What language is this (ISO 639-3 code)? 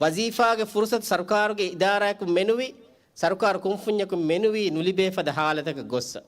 div